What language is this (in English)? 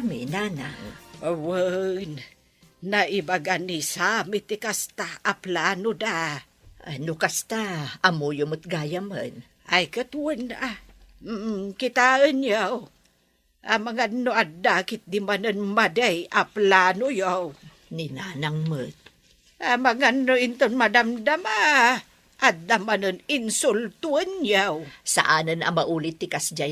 Iloko